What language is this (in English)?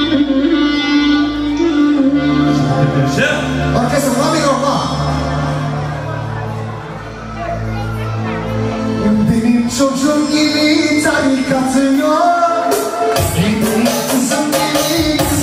Turkish